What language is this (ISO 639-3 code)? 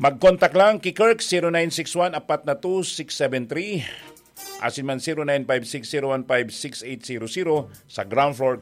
bik